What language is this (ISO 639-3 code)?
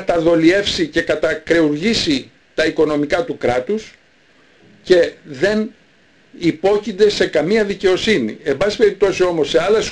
ell